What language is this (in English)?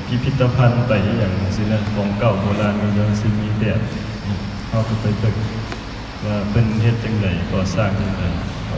Northeastern Thai